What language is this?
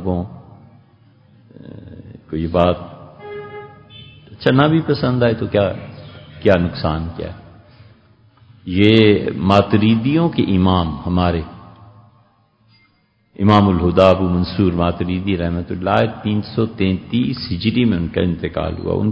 Urdu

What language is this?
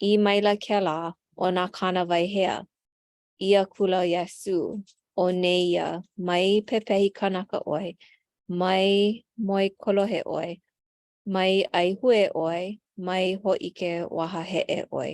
Hawaiian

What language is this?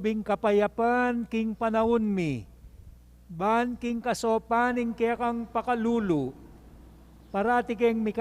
Pampanga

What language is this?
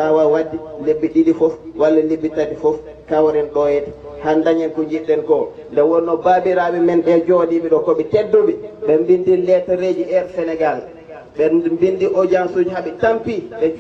Fula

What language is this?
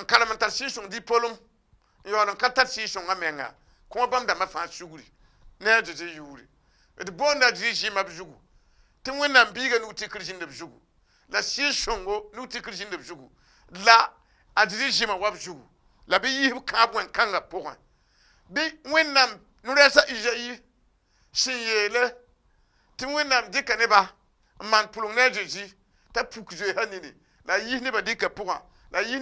Mossi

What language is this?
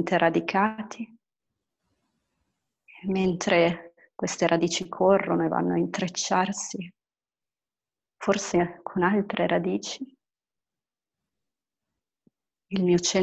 Italian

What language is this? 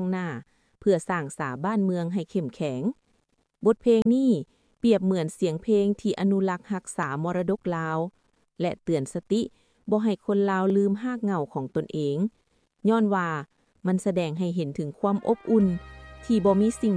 Lao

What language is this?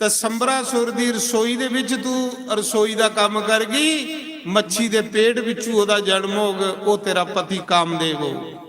Dogri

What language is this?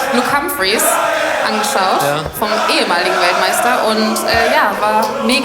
Swiss German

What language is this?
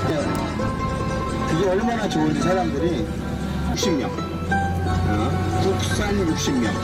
Korean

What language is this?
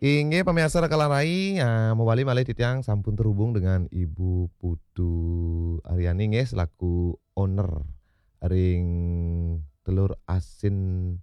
Balinese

